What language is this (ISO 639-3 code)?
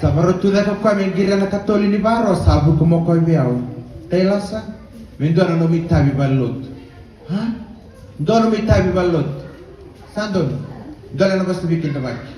fij